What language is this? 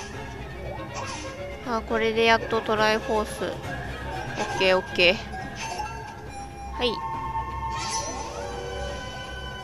Japanese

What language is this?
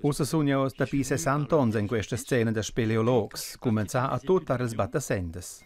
Romansh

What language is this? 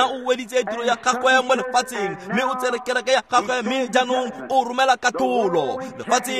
Tswana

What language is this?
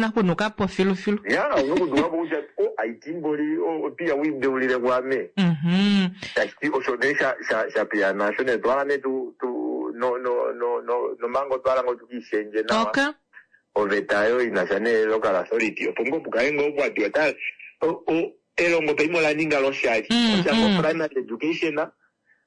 Kuanyama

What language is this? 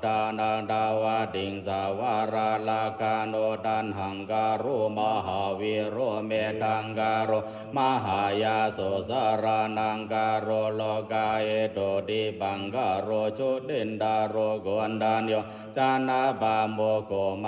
Pali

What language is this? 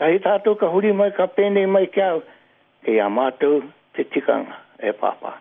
Māori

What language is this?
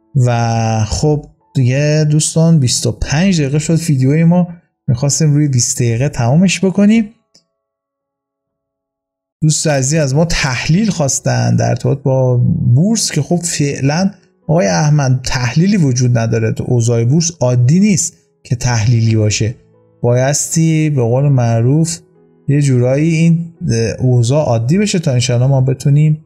Persian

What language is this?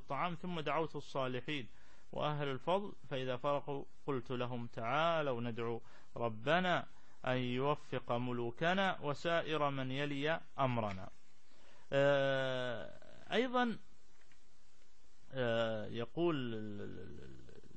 Arabic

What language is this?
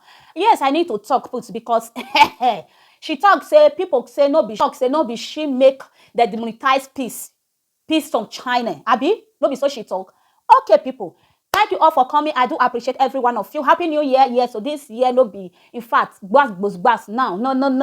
Nigerian Pidgin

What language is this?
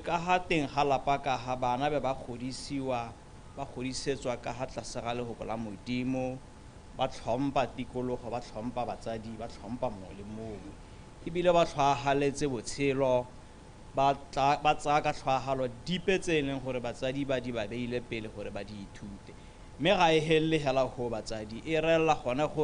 Tswana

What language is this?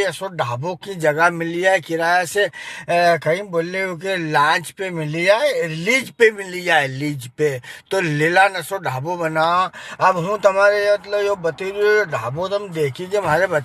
Rajasthani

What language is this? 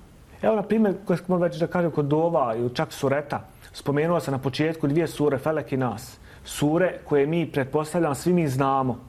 Bosnian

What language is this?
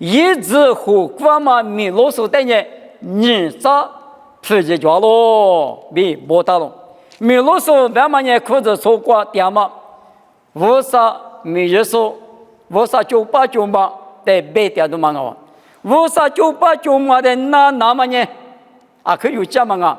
Lisu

